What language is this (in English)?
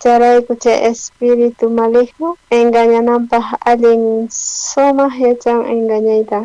South Bolivian Quechua